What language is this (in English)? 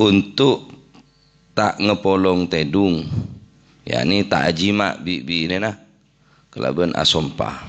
Madurese